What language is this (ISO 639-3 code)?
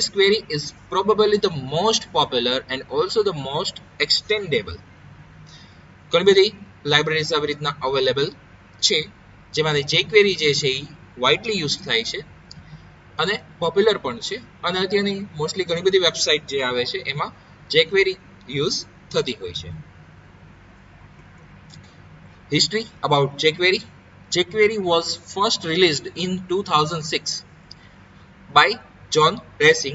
guj